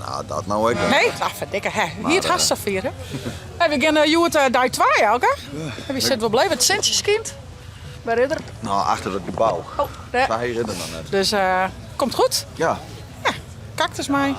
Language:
Western Frisian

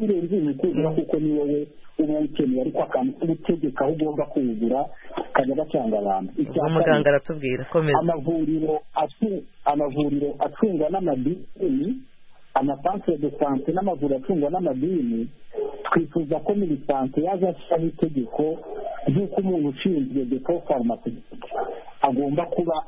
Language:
Kinyarwanda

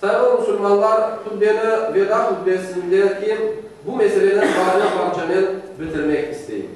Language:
Crimean Tatar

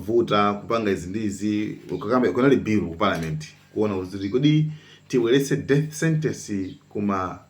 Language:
Nyanja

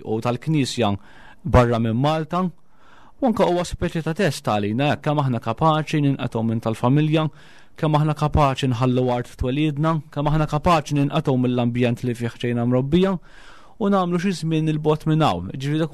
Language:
Maltese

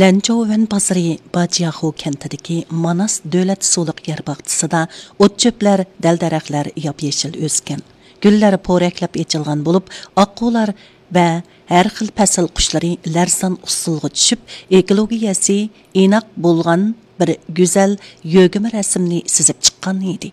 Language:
Uyghur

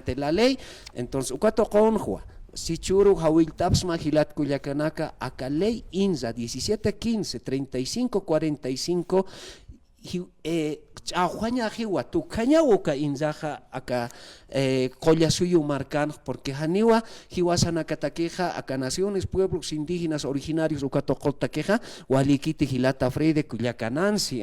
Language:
Aymara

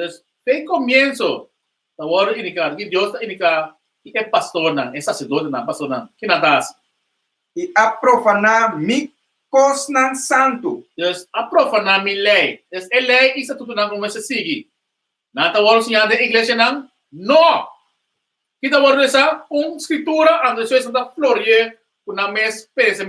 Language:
Papiamento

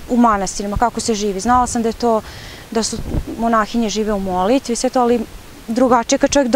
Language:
Serbian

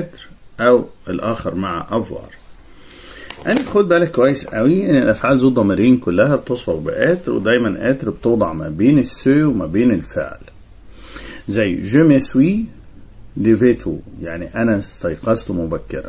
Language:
Egyptian Arabic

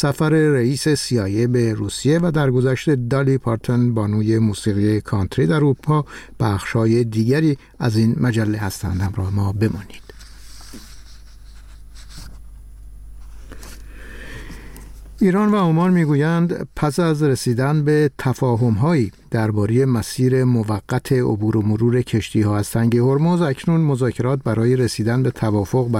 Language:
Persian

